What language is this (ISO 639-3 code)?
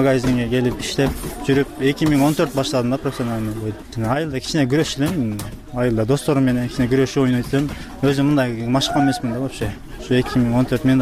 kir